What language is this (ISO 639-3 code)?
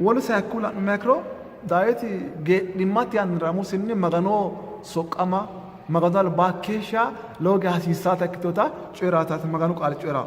sid